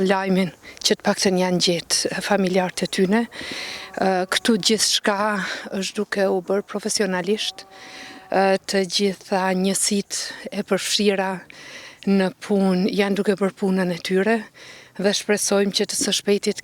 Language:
Albanian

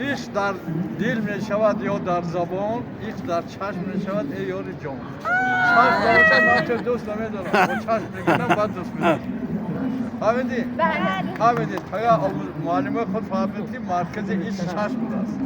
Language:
Tajik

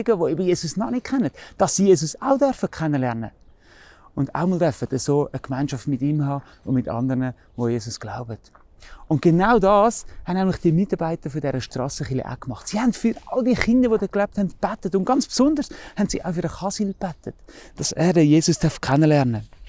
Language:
Swiss German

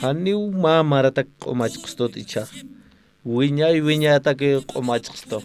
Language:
Aymara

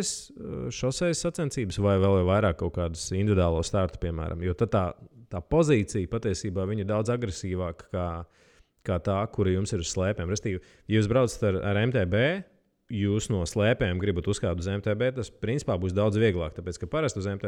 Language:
Latvian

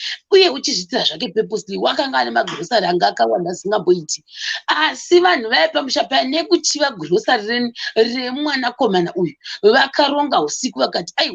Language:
Shona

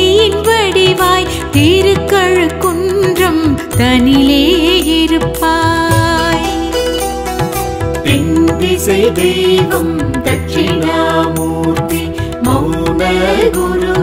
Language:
Tamil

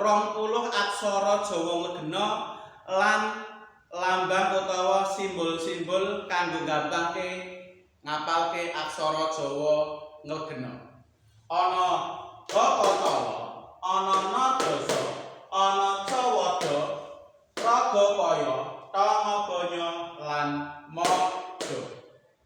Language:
Javanese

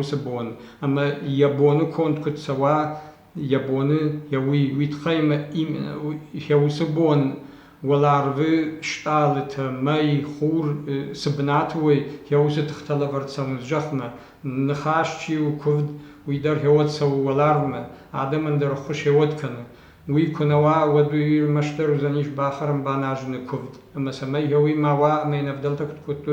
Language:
Ossetic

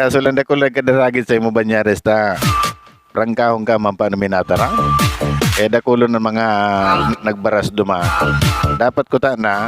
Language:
Bikol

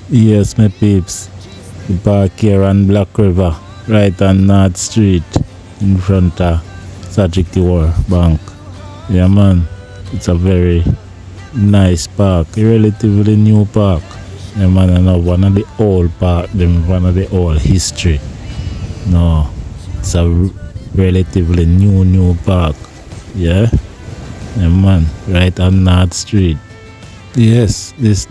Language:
Jamaican Creole English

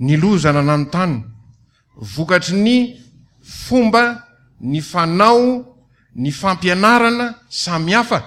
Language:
Malagasy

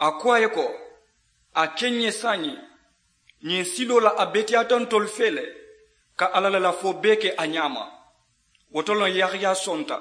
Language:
Mandingo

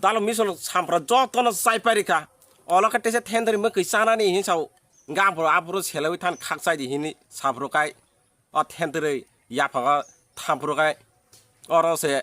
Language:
Kok Borok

